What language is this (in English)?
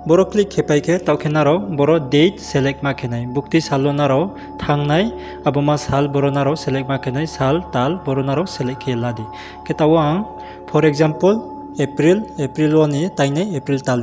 Riang (India)